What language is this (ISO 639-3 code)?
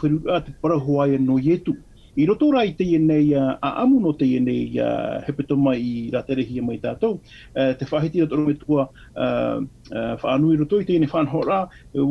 tah